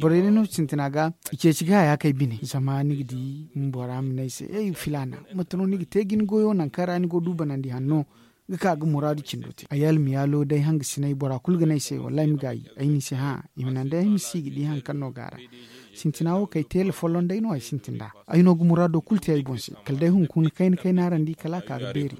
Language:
Zarma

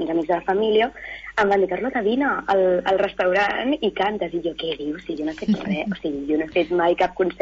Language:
Catalan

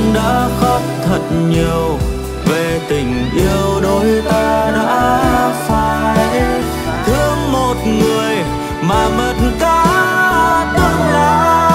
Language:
Vietnamese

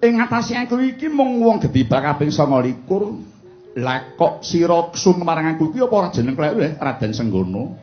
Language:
Javanese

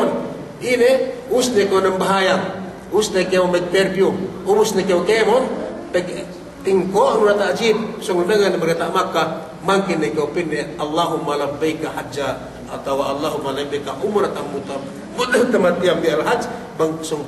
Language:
Yakan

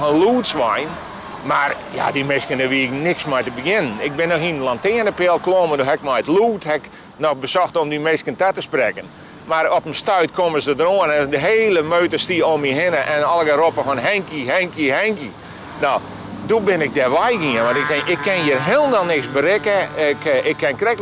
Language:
Western Frisian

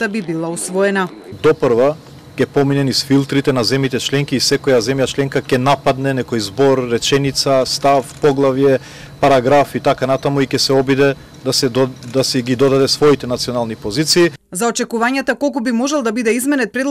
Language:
Macedonian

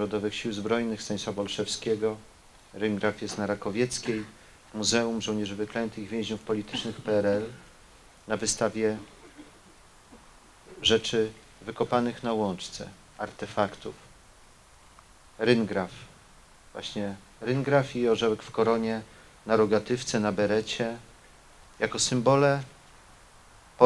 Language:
Polish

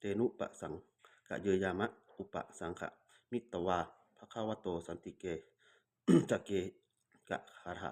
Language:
Pali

